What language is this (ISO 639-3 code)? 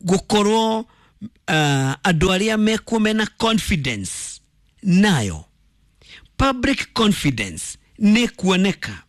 kik